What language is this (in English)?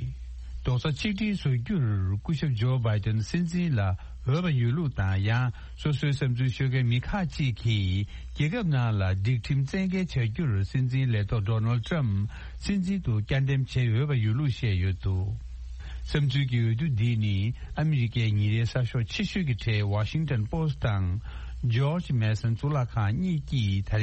Tibetan